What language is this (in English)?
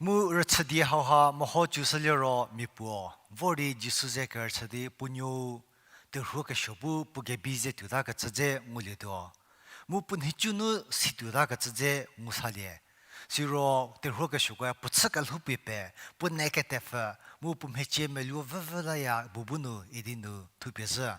Angami Naga